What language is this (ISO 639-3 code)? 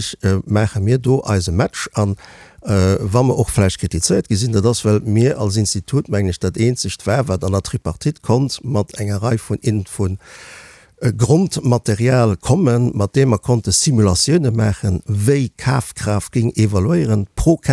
ltz